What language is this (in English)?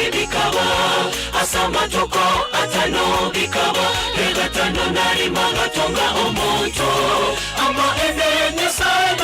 Gusii